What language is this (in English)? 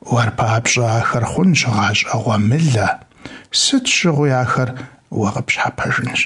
Kabardian